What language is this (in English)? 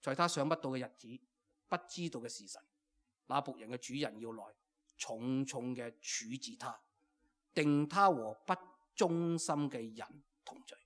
Cantonese